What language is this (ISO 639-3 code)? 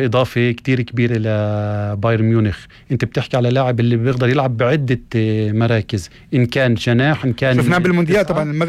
apc